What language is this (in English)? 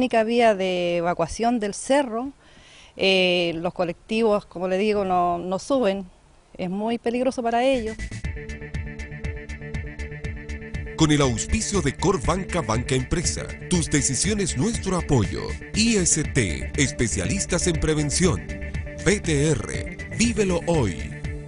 Spanish